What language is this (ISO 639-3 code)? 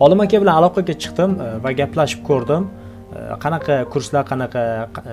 uzb